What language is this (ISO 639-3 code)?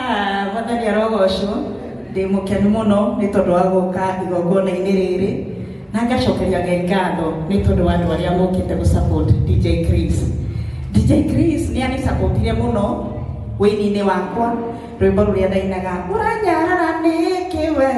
kik